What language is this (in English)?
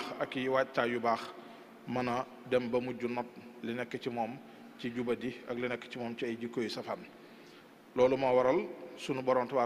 Wolof